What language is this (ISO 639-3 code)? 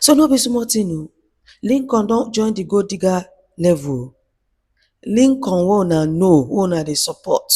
pcm